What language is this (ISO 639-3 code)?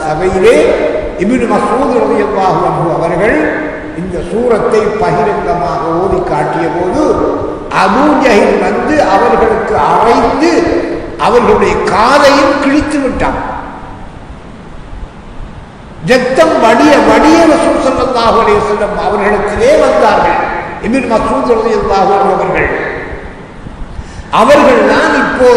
tam